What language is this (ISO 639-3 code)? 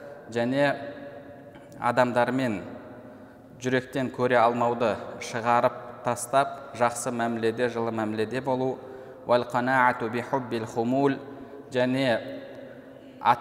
kaz